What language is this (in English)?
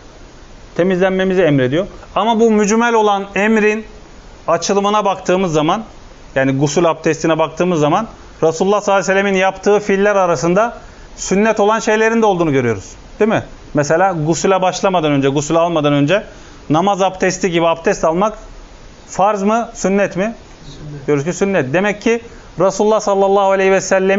Turkish